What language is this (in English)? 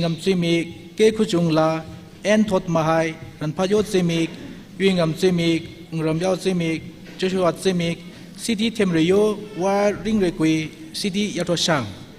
Tangkhul Naga (India)